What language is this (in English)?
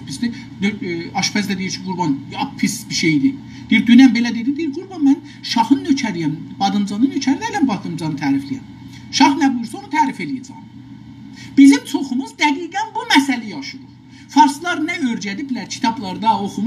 South Azerbaijani